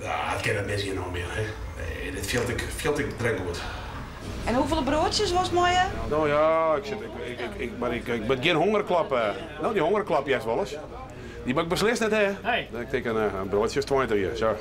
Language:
Western Frisian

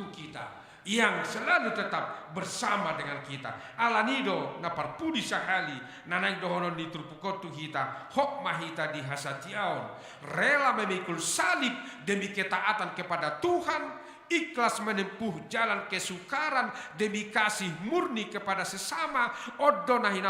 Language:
Batak Toba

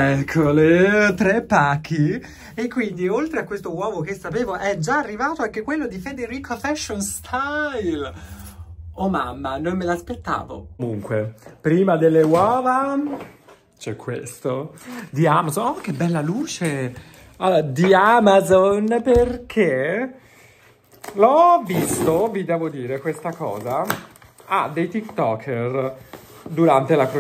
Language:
Italian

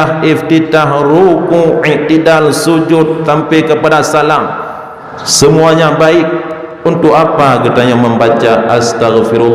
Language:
Achinese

